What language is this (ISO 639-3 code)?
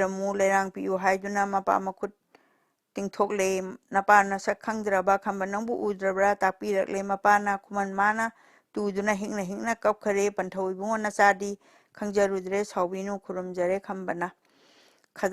mni